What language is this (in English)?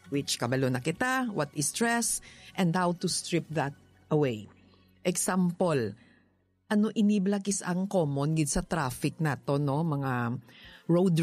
Hiligaynon